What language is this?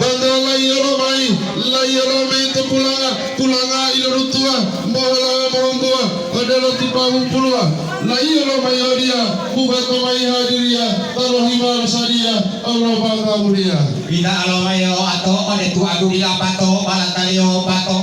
Gorontalo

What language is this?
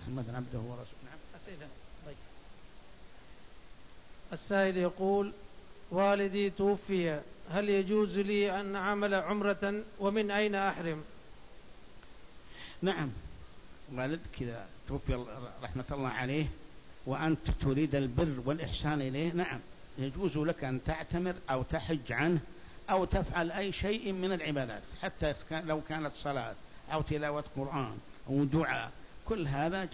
Arabic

